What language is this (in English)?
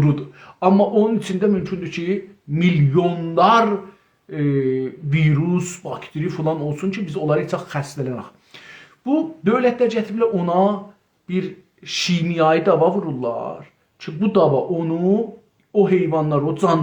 South Azerbaijani